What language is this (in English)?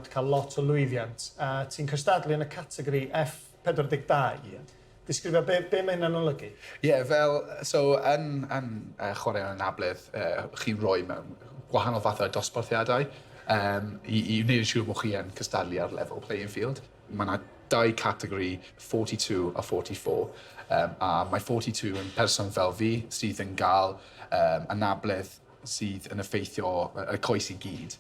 Welsh